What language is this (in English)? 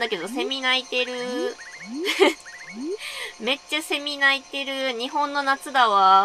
Japanese